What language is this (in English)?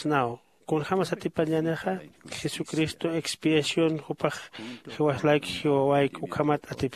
Aymara